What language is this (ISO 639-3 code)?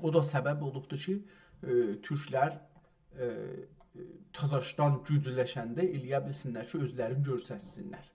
azb